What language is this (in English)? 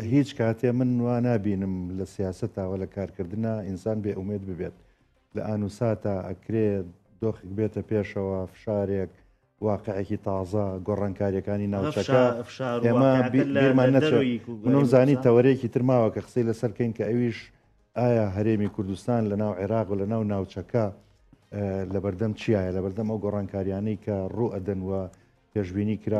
Central Kurdish